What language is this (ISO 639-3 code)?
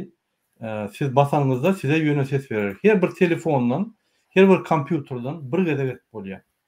tuk